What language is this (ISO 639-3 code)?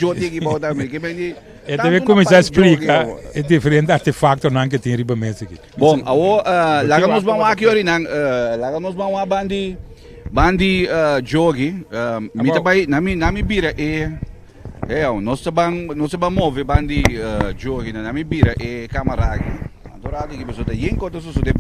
pap